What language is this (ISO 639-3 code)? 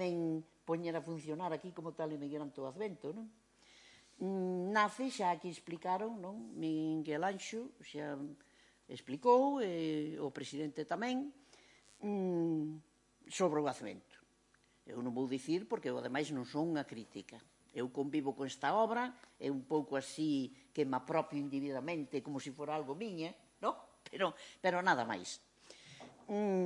glg